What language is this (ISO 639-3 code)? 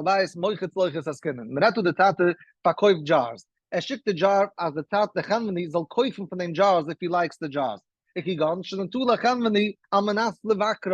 yid